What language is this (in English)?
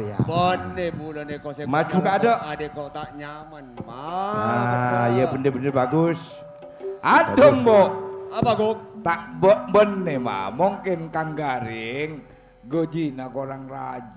Madurese